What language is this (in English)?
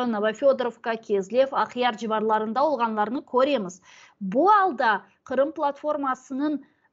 Crimean Tatar